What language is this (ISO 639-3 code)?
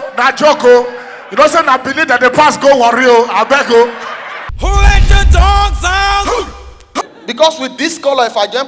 pcm